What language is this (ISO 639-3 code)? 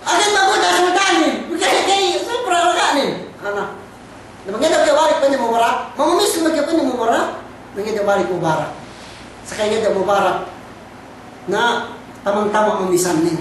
yka